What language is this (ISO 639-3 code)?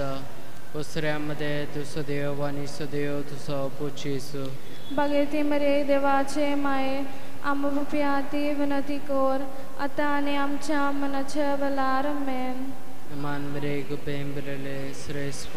kok